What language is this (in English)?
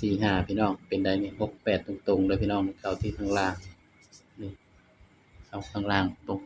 Northeastern Thai